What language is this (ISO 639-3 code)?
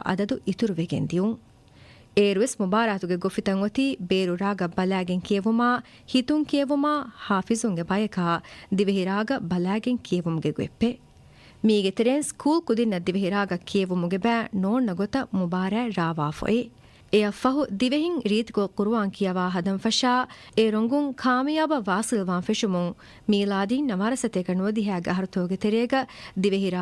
div